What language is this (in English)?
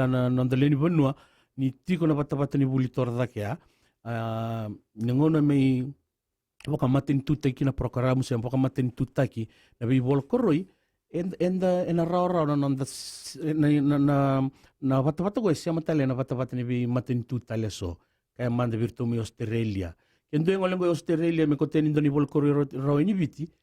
Fijian